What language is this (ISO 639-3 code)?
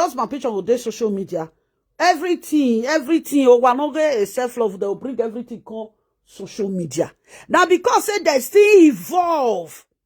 pcm